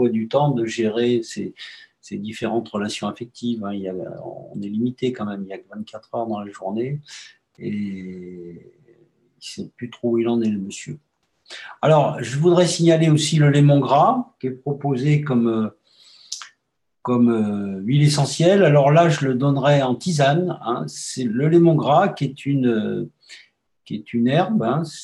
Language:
French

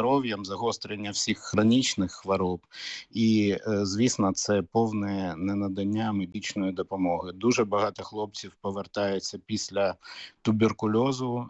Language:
Ukrainian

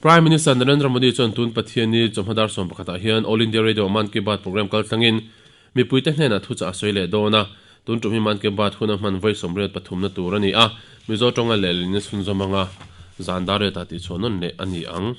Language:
Mizo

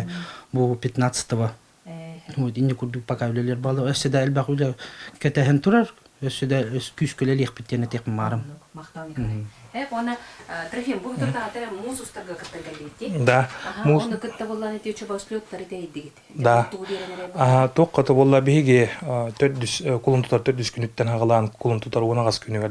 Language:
Yakut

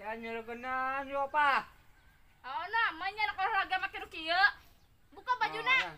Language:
Sundanese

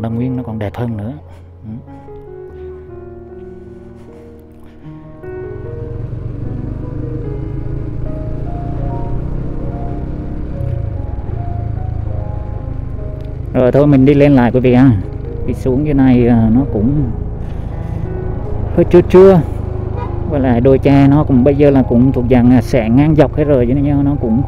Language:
Vietnamese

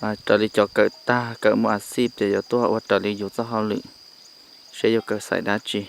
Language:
Hmong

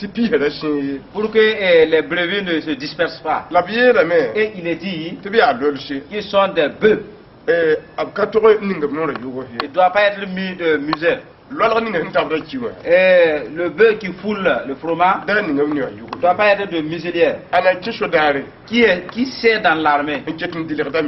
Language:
Mossi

